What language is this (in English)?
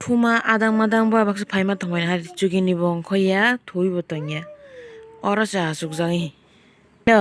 Kok Borok